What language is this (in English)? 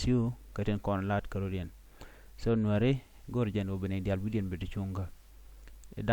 Nuer